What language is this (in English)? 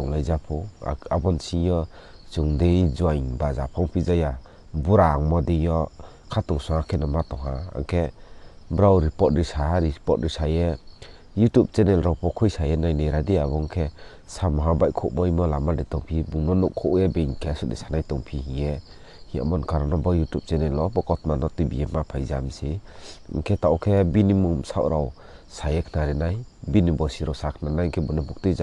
Riang (India)